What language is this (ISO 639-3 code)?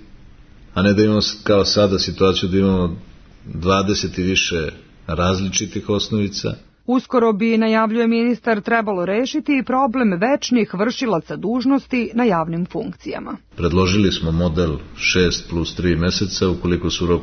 srp